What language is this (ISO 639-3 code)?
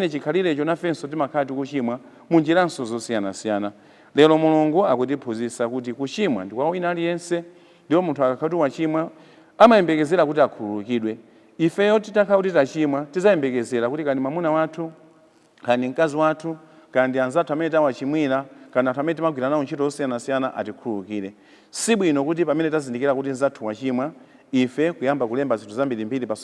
nya